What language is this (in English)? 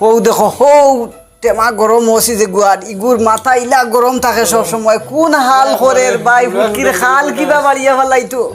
Sylheti